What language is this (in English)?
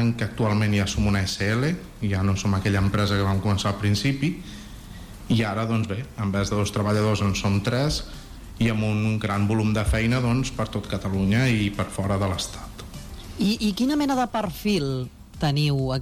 Catalan